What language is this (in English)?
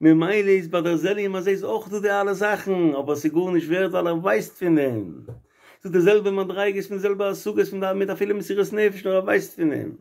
Yiddish